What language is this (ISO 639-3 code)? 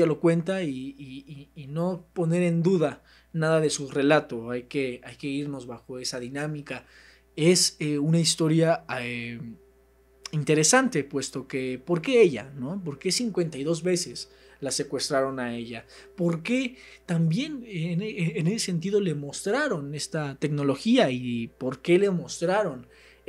spa